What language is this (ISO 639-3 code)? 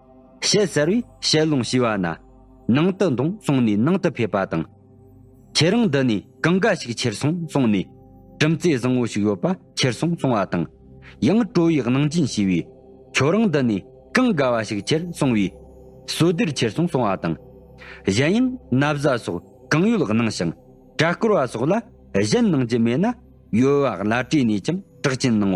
bod